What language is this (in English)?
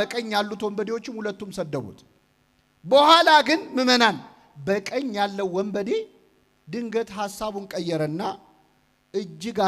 Amharic